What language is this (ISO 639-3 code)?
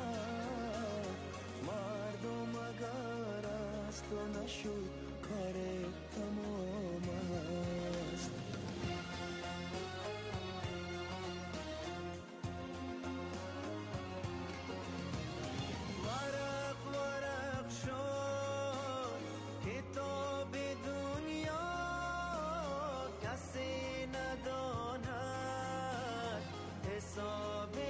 fas